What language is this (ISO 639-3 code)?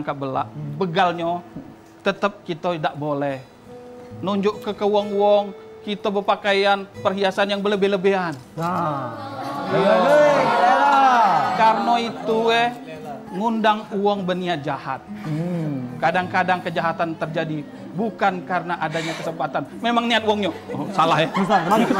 mui